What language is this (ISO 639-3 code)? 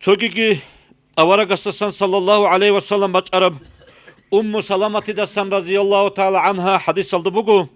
ava